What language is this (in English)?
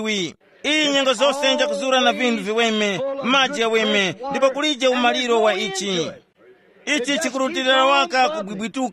Tumbuka